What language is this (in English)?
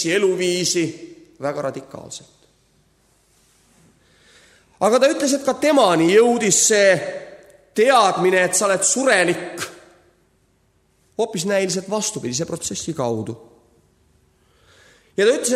Estonian